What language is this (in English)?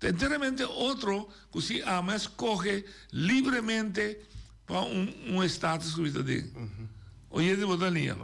Papiamento